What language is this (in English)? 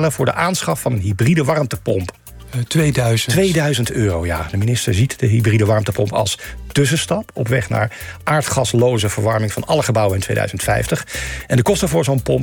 Dutch